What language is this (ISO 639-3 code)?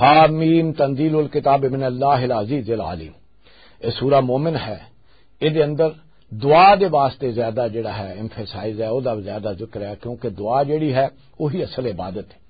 lah